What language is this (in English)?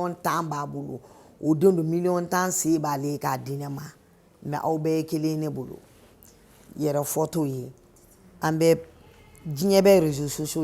Bambara